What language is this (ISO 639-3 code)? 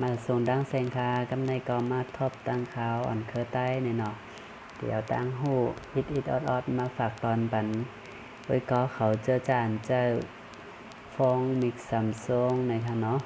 shn